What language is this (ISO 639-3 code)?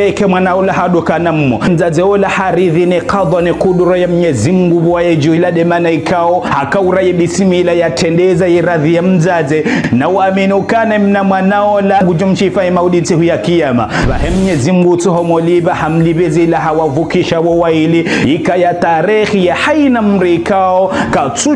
zdj